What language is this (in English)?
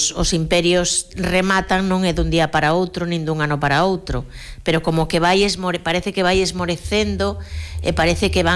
Galician